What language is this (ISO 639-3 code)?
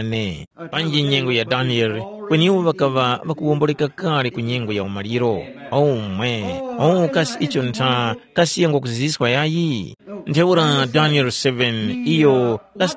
tum